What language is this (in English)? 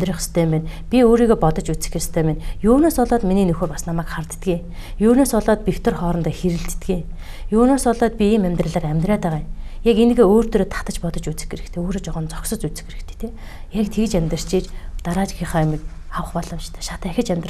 Mongolian